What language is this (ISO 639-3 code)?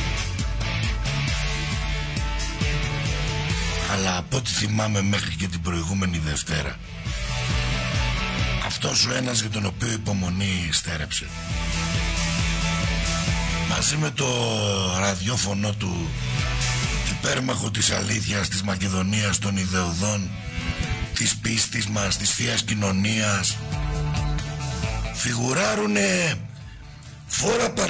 ell